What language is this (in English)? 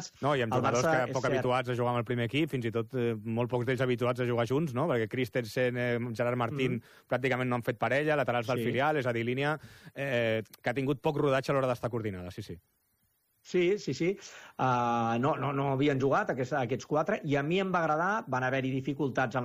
Catalan